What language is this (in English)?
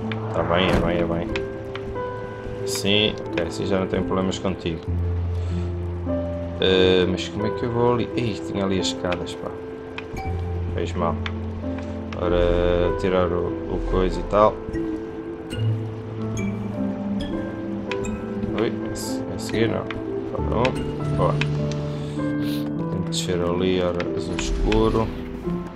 Portuguese